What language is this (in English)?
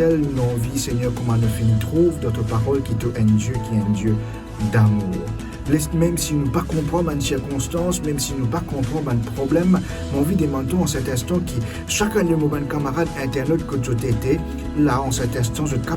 Morisyen